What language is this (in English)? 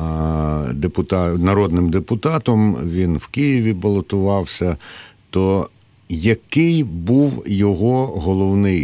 Ukrainian